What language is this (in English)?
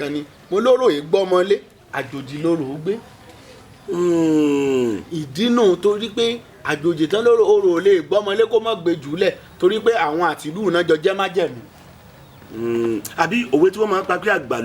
Yoruba